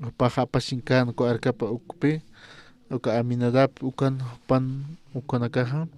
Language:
Aymara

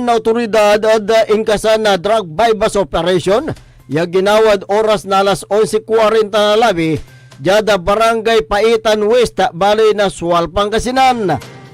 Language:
Pangasinan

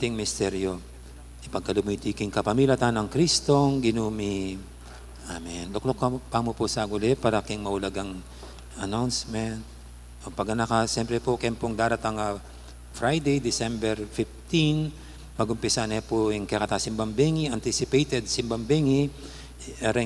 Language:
Pampanga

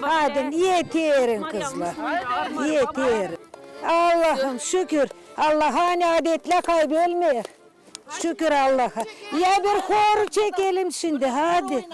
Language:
Gagauz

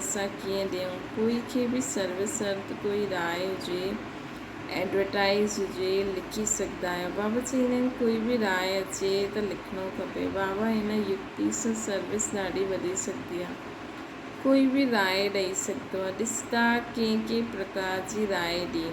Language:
Sindhi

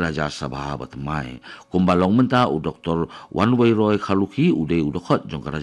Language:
Khasi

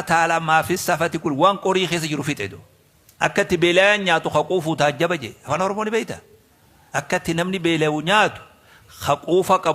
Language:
Oromo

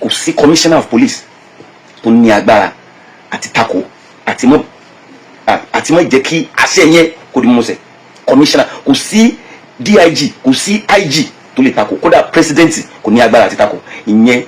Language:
Yoruba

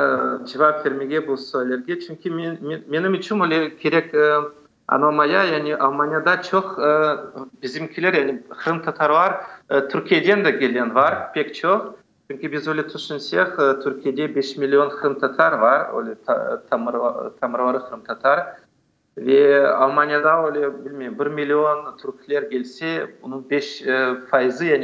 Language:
Crimean Tatar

